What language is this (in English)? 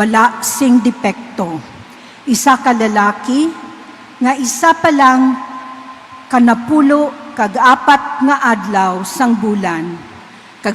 Hiligaynon